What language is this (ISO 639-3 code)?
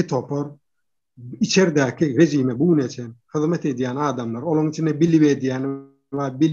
tuk